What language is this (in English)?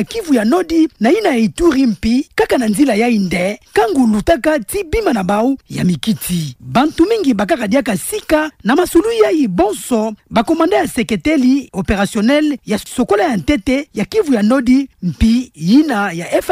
Kituba (Democratic Republic of Congo)